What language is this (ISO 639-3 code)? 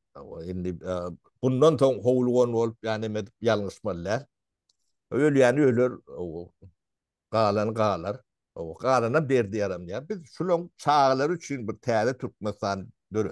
tuk